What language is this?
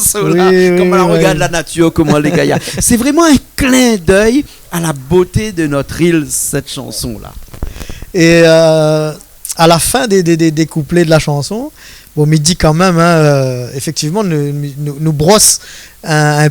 Réunion Creole French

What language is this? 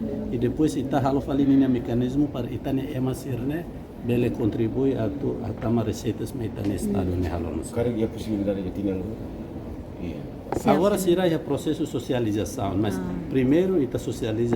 Tetum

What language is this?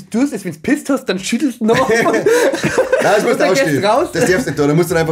Bavarian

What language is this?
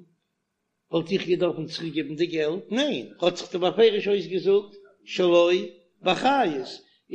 Yiddish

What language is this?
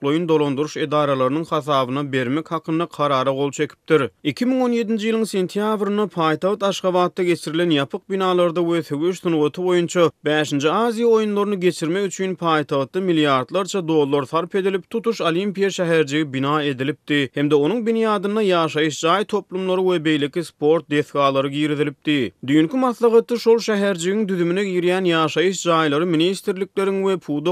Turkmen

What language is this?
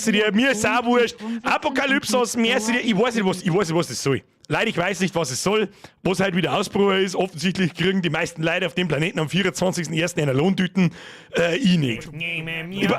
Bavarian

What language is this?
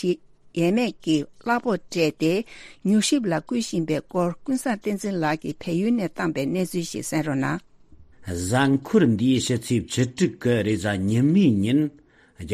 Tibetan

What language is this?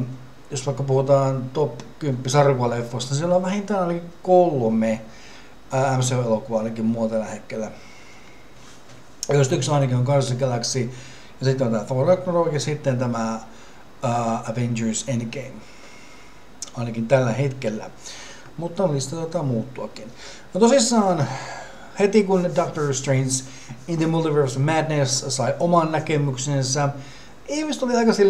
Finnish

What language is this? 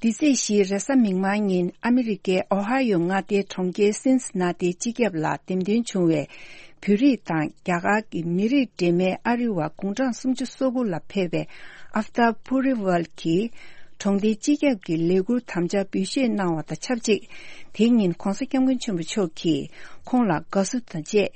Tibetan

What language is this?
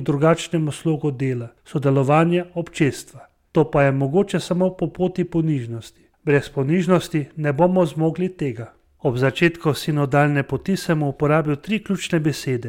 Slovenian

